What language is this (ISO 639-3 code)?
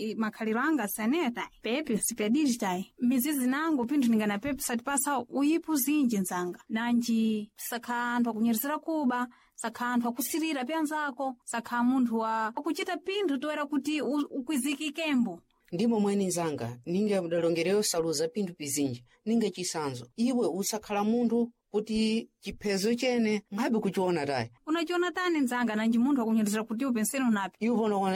seh